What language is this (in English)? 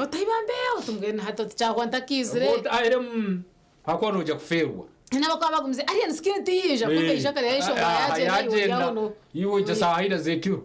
Nyankole